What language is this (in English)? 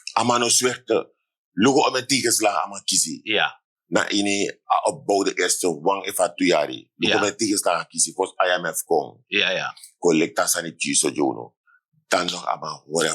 Sranan Tongo